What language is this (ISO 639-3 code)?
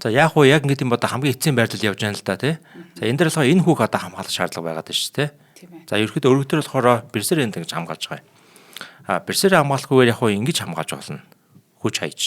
mon